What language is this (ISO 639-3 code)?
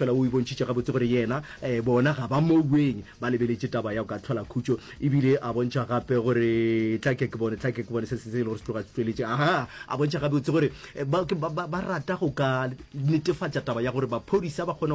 nso